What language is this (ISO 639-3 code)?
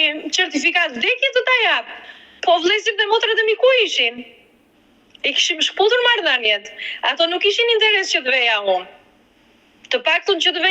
sqi